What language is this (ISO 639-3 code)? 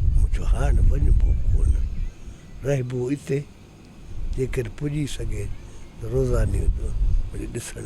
snd